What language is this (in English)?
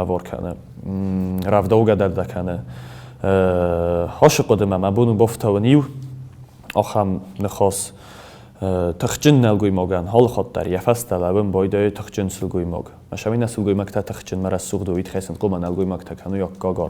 Ossetic